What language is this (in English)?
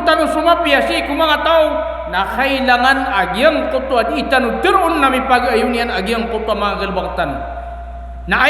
Maranao